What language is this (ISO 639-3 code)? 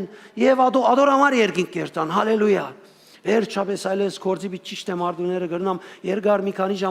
hyw